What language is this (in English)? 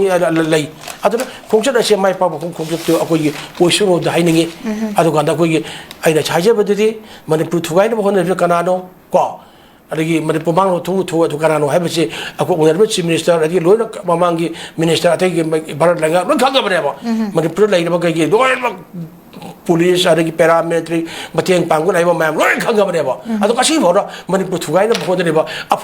Manipuri